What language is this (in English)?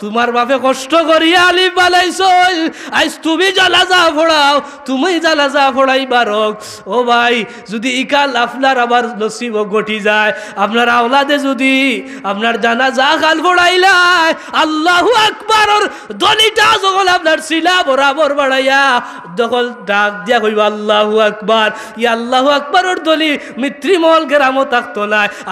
Sylheti